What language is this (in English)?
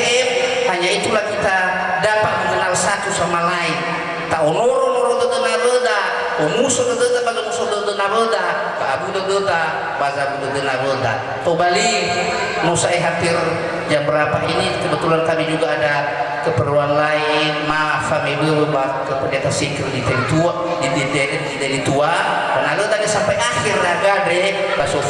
Nias